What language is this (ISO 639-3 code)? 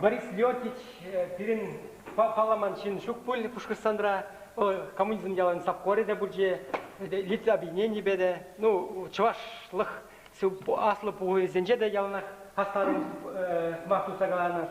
chv